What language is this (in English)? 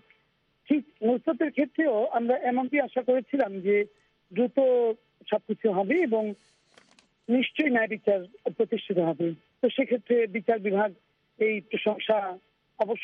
Bangla